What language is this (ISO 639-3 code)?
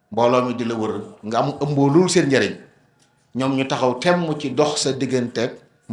wol